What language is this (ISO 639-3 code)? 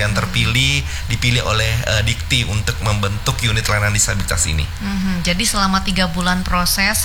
ind